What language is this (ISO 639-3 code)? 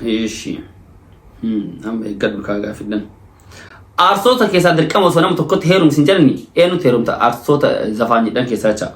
orm